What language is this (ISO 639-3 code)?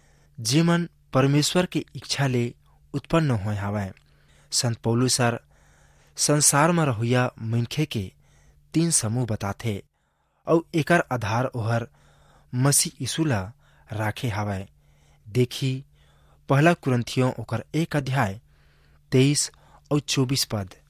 hne